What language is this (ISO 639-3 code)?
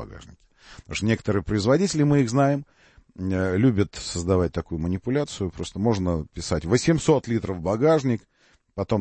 rus